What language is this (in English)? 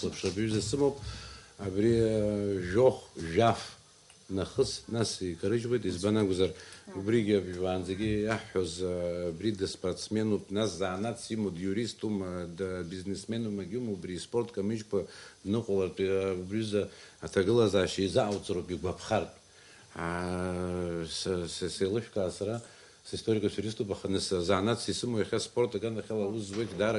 Abkhazian